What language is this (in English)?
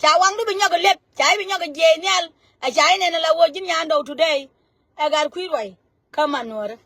Nuer